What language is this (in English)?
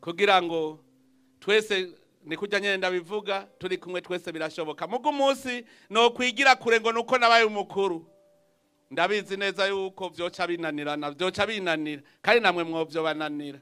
Rundi